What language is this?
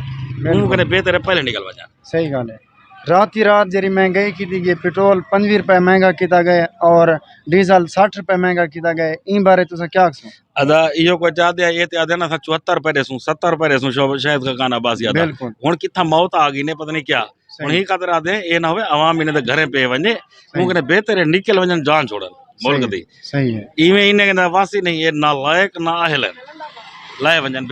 Saraiki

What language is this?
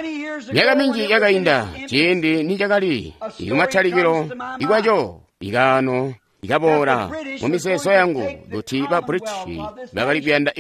Tonga (Zambia)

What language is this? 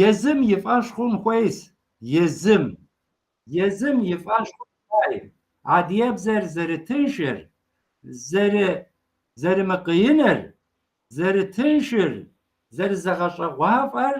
Kabardian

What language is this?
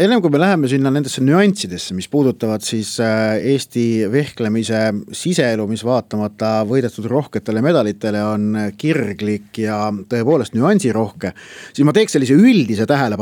Estonian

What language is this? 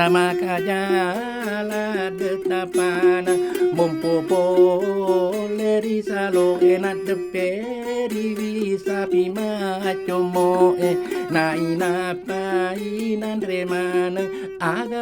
Buginese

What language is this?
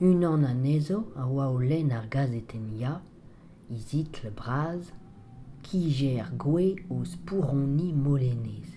Breton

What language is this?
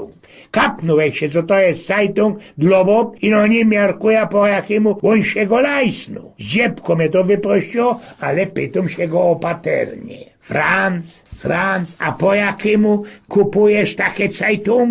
Silesian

